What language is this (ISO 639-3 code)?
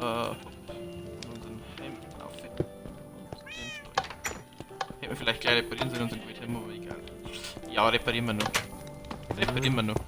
bar